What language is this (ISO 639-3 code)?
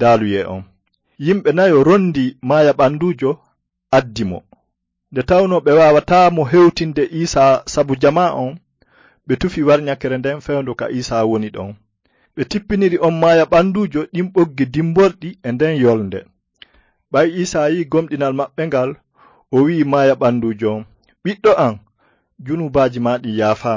ful